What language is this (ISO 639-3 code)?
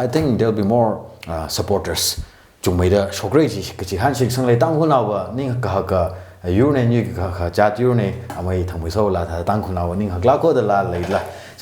nmf